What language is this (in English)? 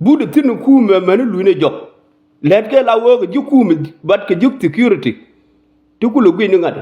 Nuer